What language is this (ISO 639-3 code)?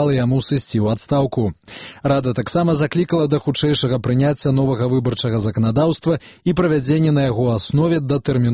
bel